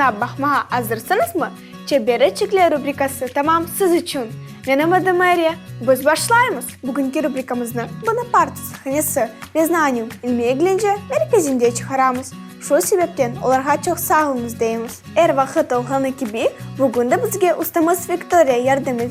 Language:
Crimean Tatar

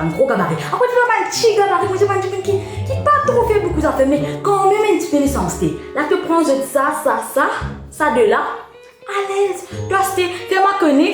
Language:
Morisyen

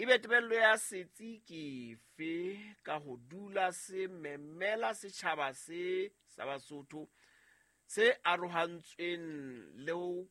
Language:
Southern Sotho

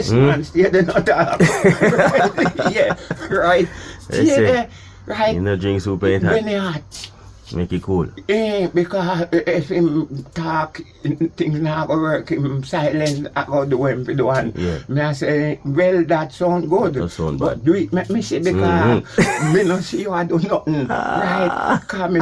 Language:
Jamaican Creole English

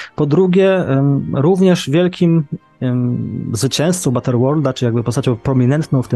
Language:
Polish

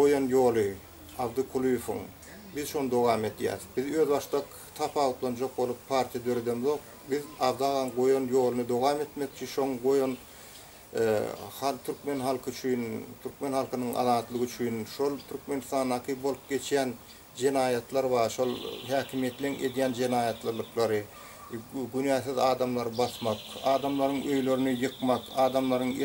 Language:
Turkmen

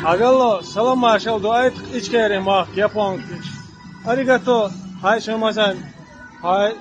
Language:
Chechen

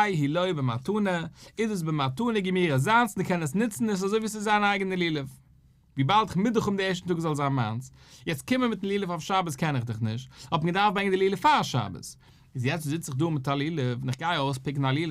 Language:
Yiddish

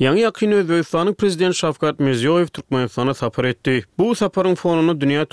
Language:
Turkmen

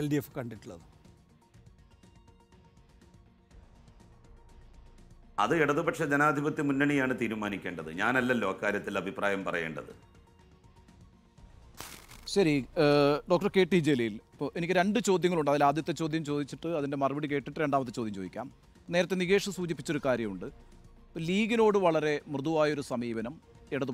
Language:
Malayalam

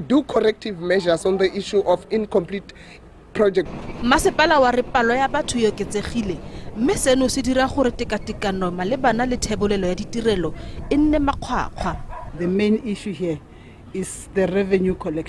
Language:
Tswana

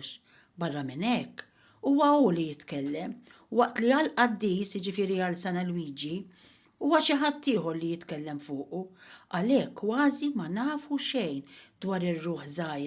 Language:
Maltese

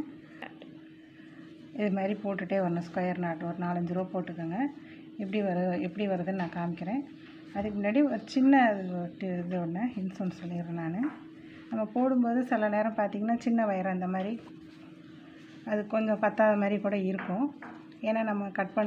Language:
Tamil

